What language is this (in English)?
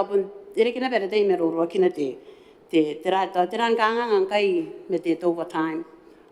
Gilbertese